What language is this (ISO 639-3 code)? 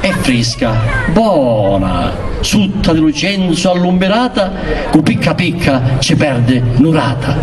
scn